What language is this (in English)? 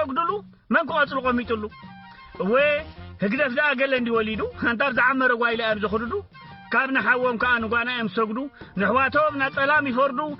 Tigrinya